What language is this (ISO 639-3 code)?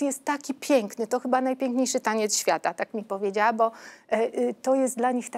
pol